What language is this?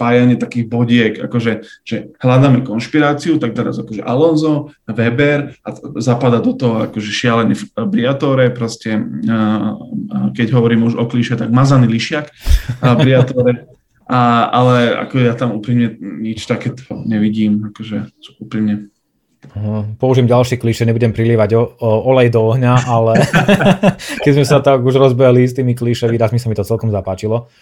Slovak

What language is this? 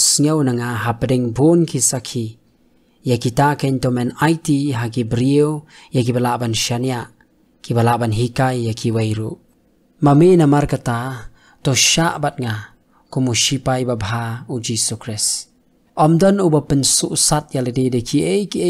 Khasi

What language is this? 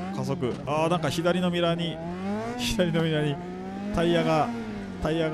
Japanese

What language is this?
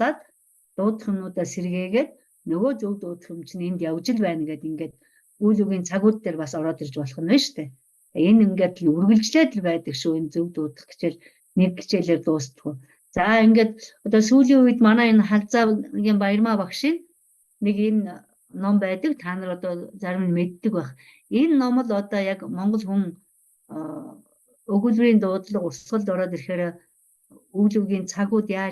Mongolian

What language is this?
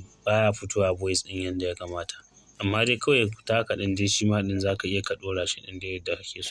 Hausa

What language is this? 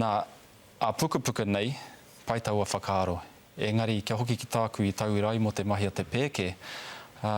Māori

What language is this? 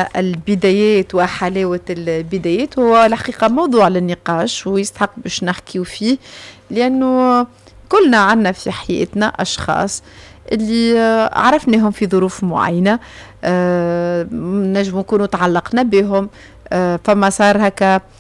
Tunisian Arabic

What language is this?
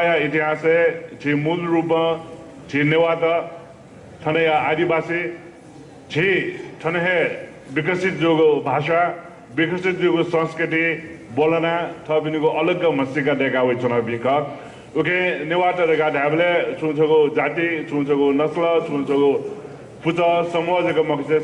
Newari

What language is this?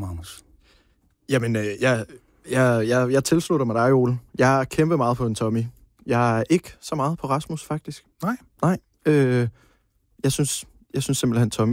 Danish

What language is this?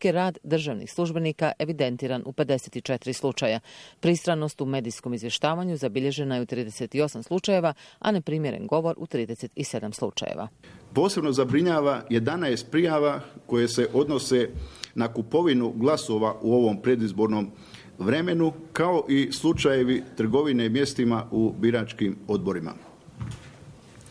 Bosnian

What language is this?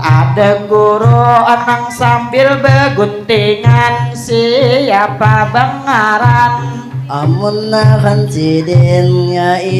Banjar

